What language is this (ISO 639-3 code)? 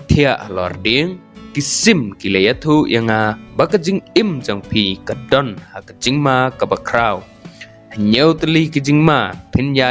kha